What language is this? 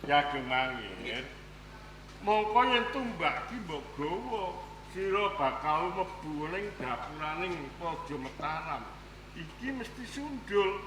Javanese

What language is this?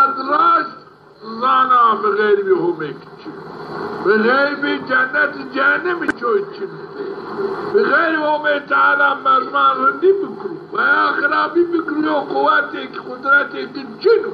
Zaza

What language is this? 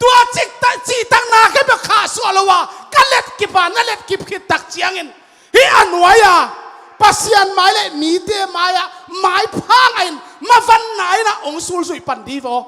Tedim Chin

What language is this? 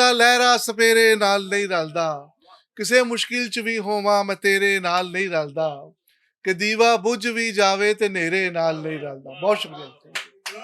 Western Panjabi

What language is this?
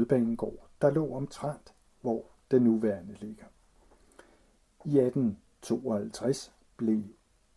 Danish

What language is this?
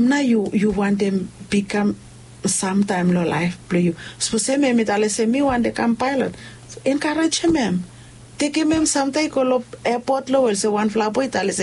Bislama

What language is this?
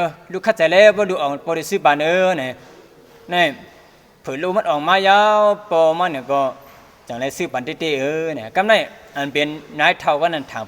Shan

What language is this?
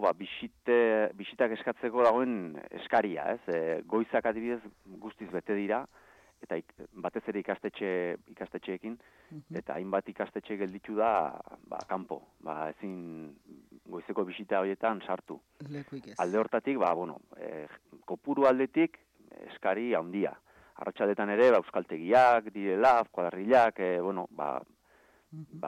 Basque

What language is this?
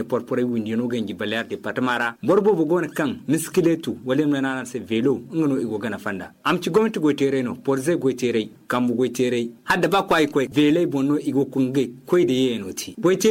Zarma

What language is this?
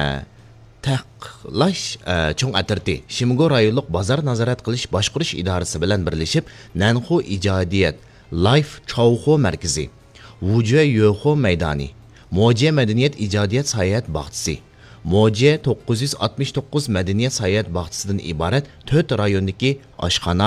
Uyghur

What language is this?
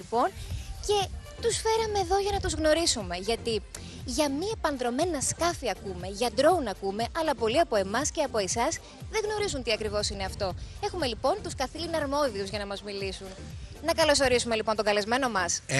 Greek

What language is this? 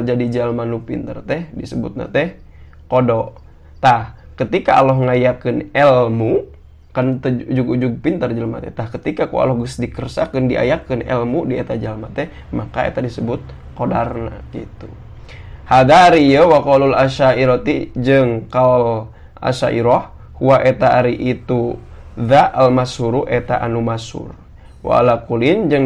Sundanese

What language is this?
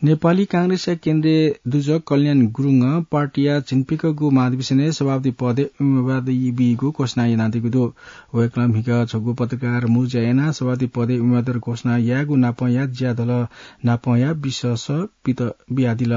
Newari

